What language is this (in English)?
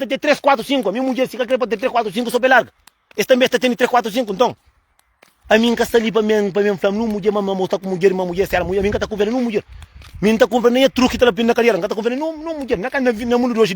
Kabuverdianu